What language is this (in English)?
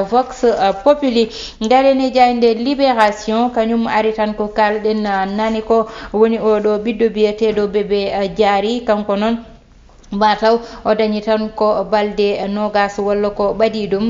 Fula